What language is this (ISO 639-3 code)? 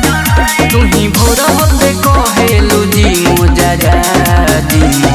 bho